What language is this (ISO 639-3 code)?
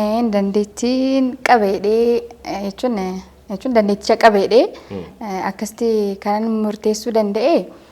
orm